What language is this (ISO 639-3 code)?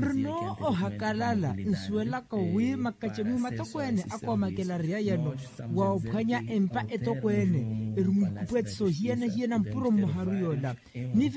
vmw